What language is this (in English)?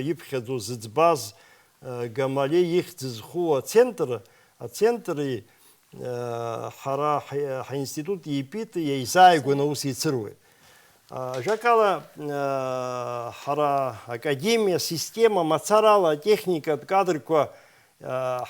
Abkhazian